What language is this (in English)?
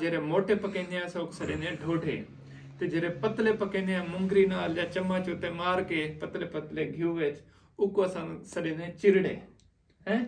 Saraiki